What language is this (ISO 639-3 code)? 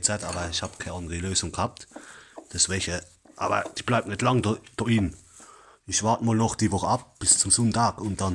pfl